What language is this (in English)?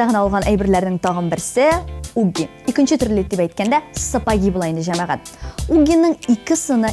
Tatar